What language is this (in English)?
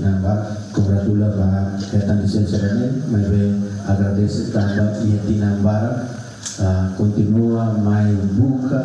Tetum